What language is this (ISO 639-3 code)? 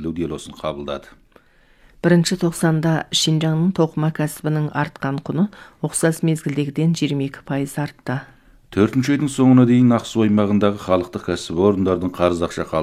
kaz